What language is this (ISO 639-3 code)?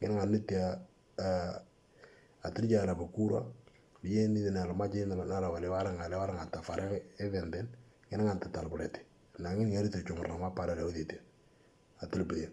mor